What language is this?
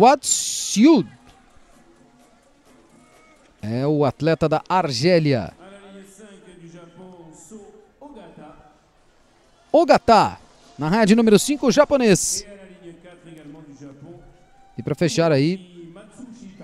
Portuguese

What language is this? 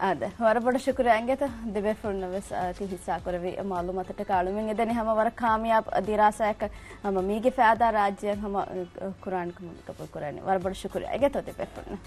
Divehi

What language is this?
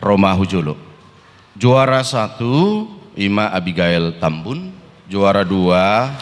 Batak Toba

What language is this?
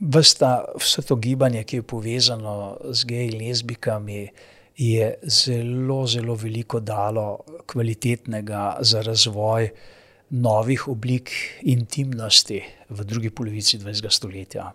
Slovenian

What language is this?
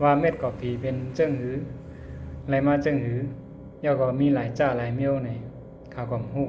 Shan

